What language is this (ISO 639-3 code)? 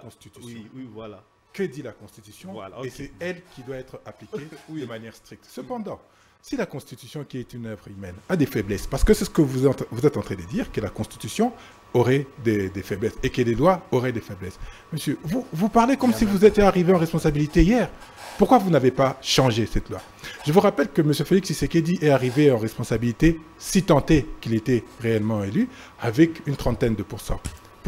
fra